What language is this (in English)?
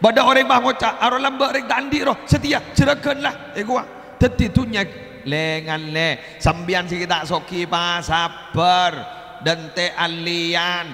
Madurese